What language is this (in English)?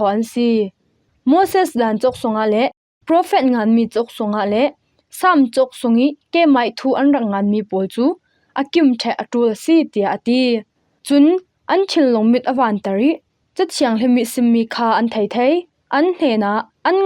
Falam Chin